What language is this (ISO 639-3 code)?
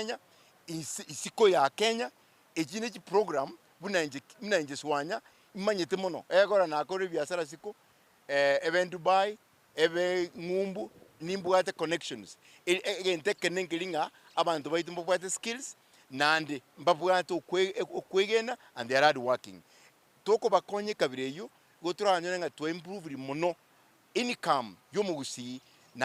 guz